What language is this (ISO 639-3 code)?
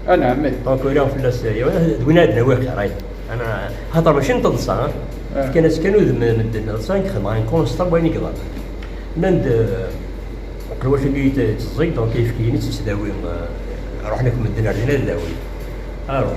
kab